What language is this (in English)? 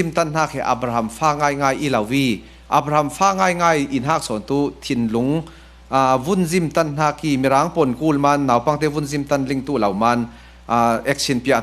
Falam Chin